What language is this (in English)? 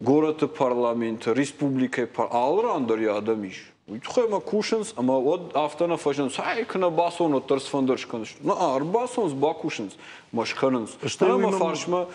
Ossetic